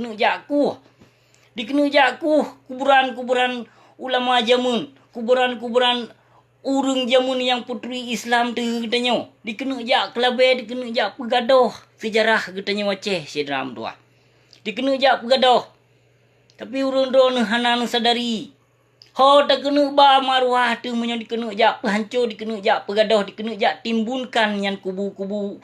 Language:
Achinese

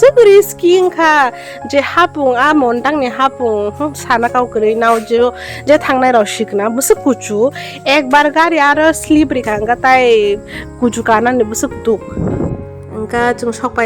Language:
Kok Borok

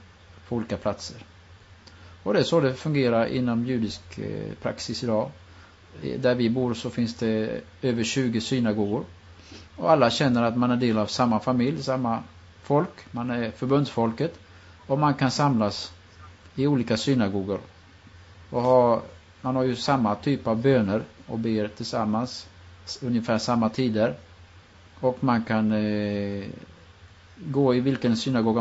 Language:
Swedish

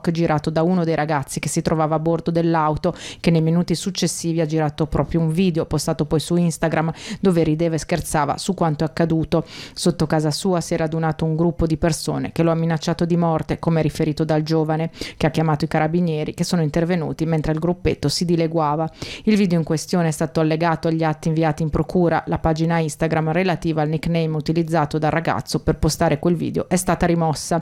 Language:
Italian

